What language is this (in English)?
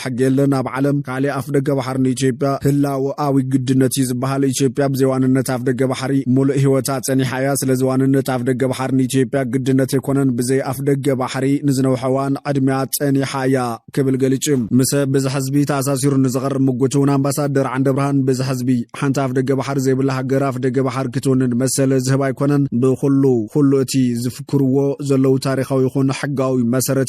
Tigrinya